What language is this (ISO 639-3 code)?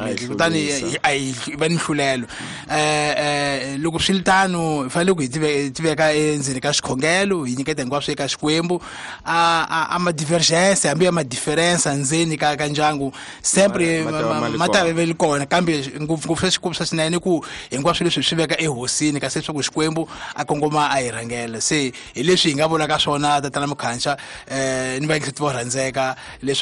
tso